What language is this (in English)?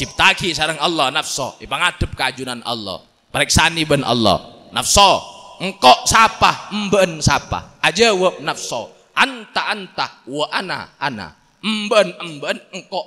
Madurese